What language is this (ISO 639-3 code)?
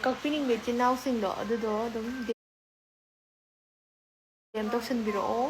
mni